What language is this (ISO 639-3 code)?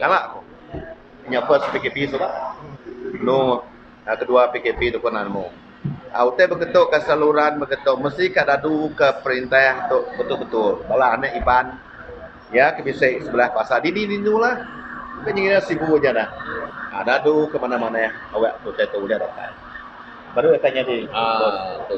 iba